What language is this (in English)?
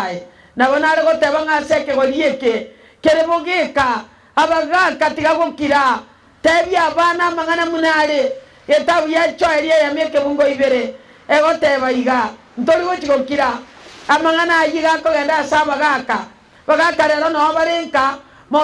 Gusii